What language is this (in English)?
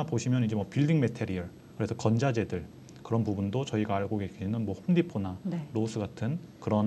Korean